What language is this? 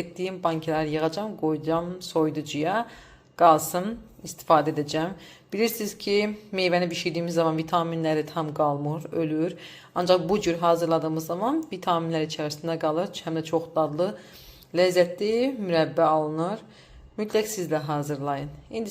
Azerbaijani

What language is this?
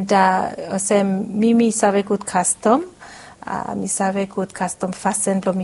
Bislama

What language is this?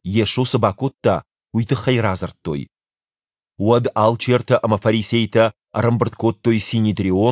Ossetic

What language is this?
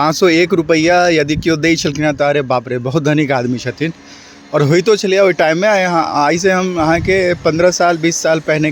Maithili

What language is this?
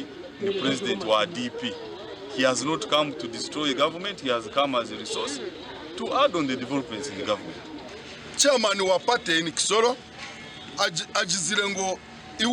Nyankole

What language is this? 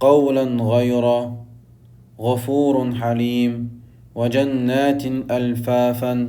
Chechen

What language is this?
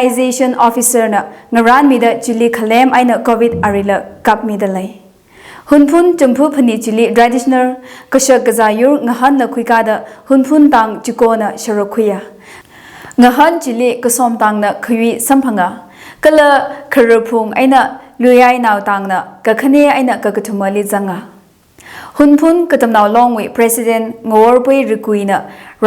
Tangkhul Naga (India)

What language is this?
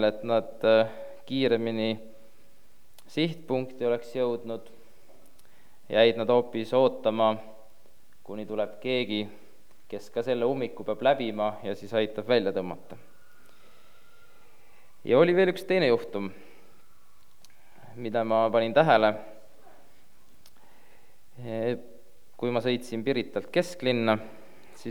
Estonian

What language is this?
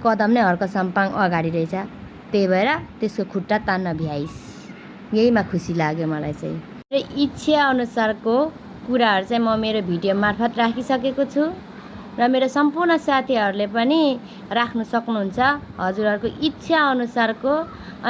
Nepali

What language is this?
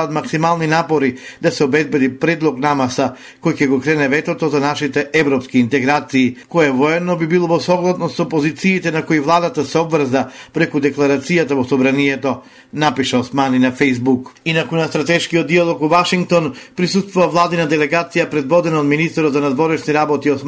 Macedonian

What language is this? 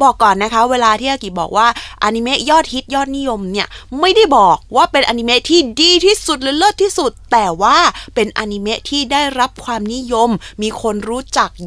Thai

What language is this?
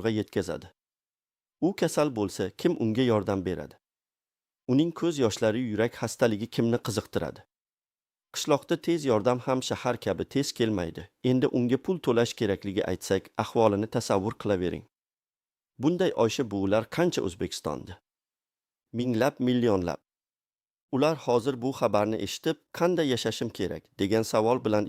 Uzbek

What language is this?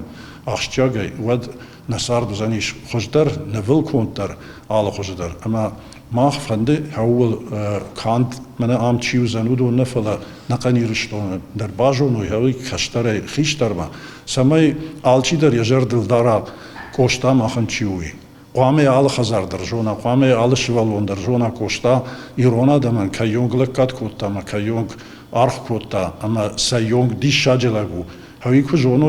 Ossetic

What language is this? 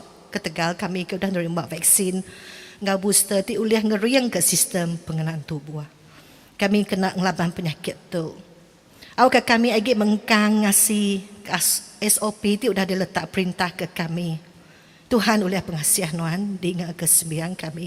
Iban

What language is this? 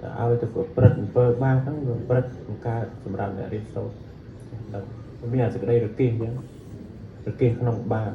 Khmer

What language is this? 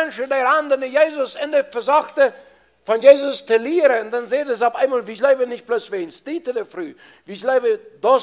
Plautdietsch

